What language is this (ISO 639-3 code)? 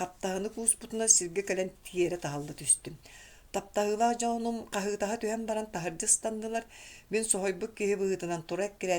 sah